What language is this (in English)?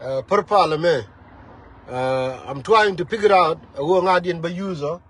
Nuer